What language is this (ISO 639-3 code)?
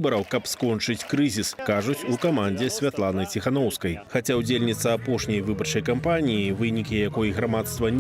bel